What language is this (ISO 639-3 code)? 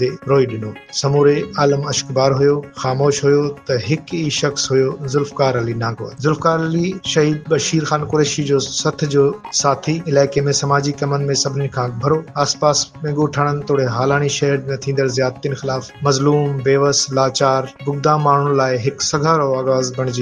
snd